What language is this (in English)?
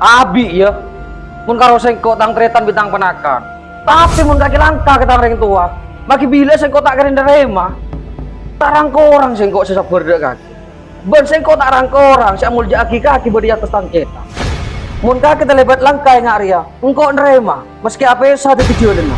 Madurese